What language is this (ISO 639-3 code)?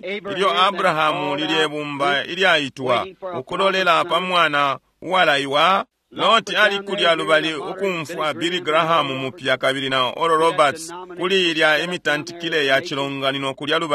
bem